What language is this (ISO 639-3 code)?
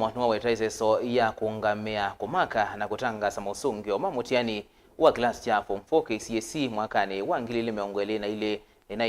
kam